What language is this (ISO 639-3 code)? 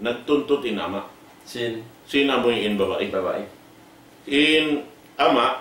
tsg